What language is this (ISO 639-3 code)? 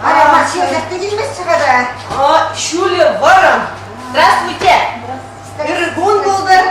chv